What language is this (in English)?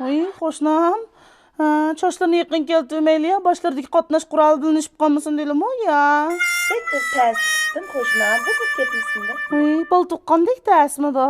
Uyghur